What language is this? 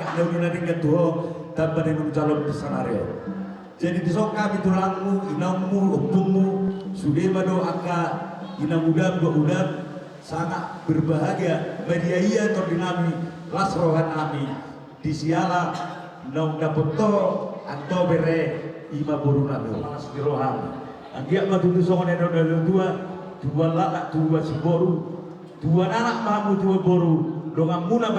Batak Toba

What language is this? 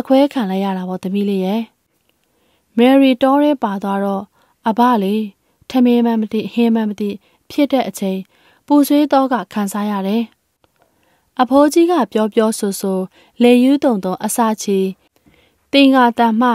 Burmese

